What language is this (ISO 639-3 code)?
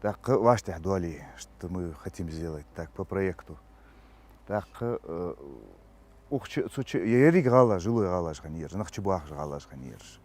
inh